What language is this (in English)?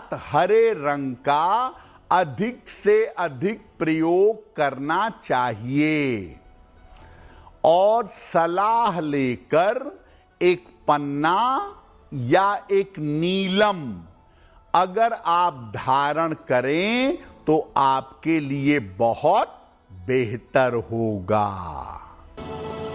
Hindi